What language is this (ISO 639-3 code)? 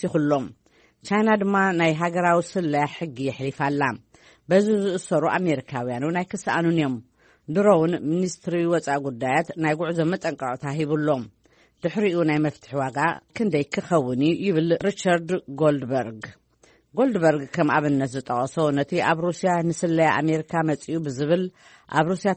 tir